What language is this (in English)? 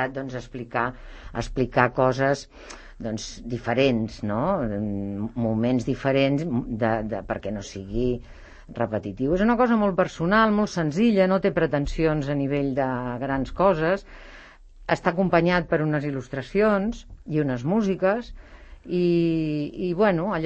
Catalan